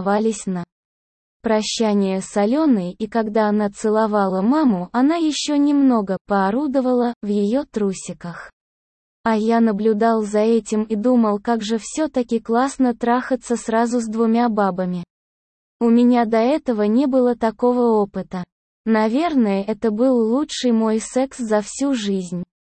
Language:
Russian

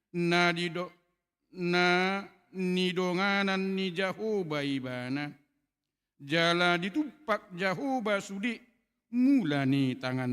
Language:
Batak Toba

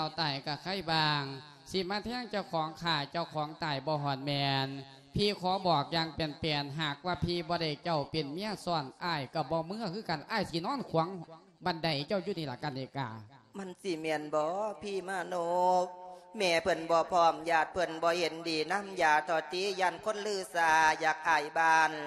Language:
Lao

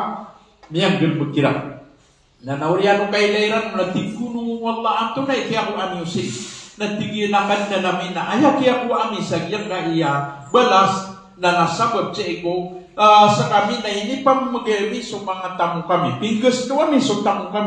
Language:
Maranao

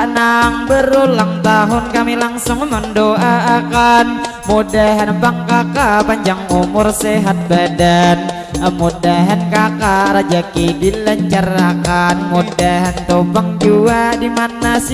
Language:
Banjar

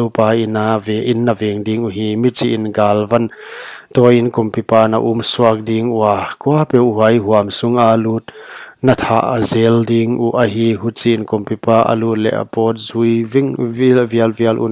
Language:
Paite Chin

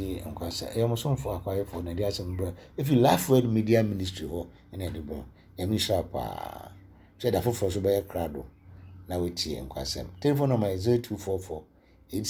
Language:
Akan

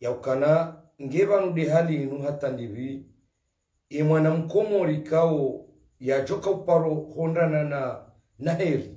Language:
Ngazidja Comorian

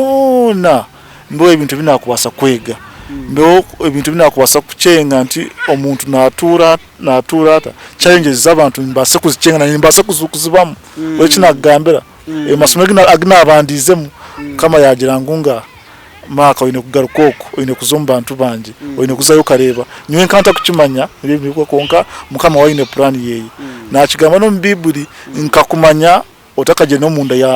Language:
Nyankole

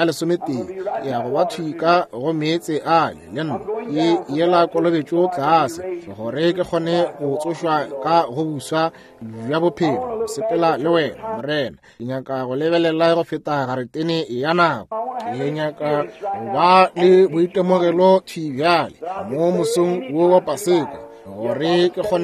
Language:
Northern Sotho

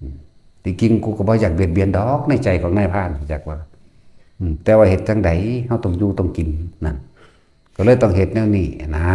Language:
Lao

